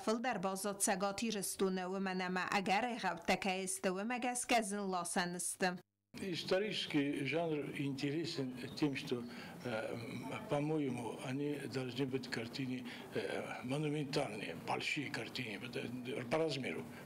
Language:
Ossetic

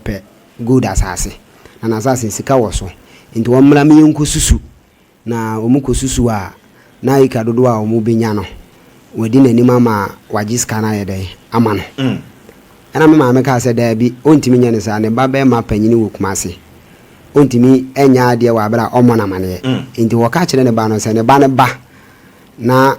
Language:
Akan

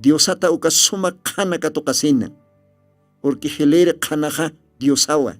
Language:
Aymara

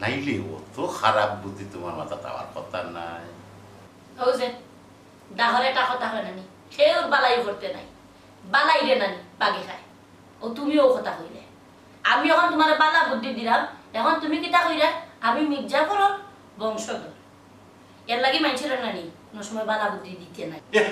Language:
Sylheti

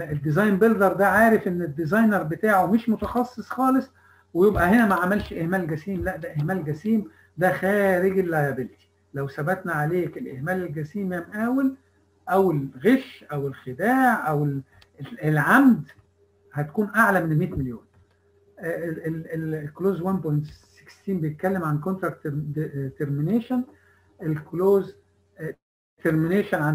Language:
Egyptian Arabic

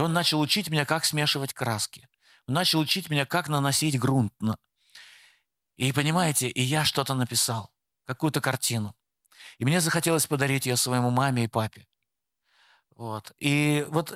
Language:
Russian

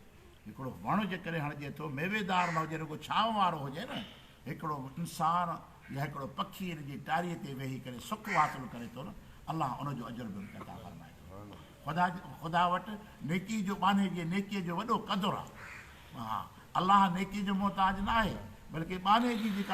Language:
Sindhi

